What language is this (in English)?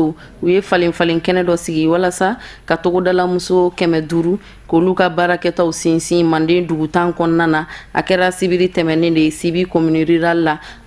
Bambara